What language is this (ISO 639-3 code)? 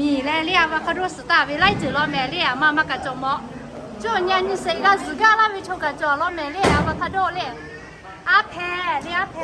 lhu